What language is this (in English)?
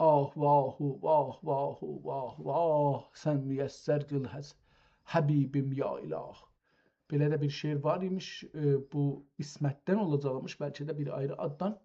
South Azerbaijani